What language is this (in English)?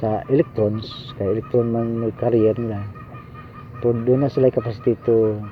Cebuano